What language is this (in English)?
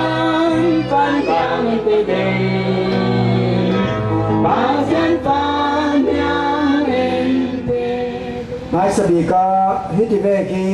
Falam Chin